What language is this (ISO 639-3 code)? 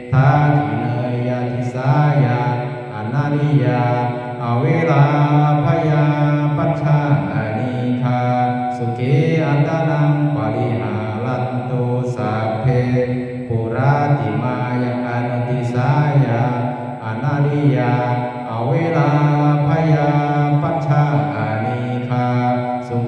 pli